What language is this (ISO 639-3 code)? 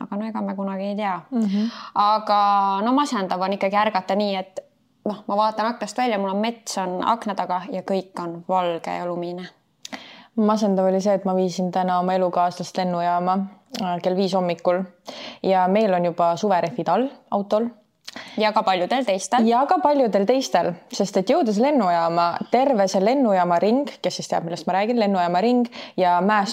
est